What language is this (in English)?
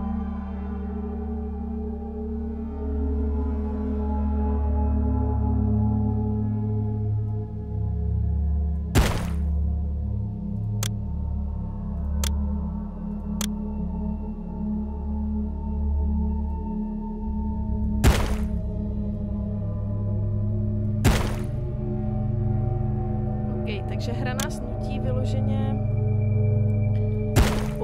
Czech